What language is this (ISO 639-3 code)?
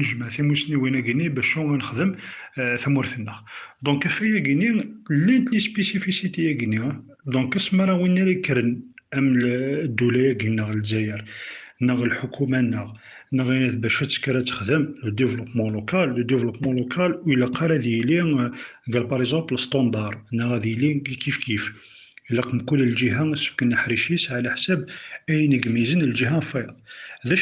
kab